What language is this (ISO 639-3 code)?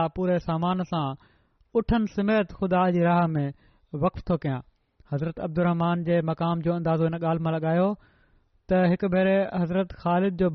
snd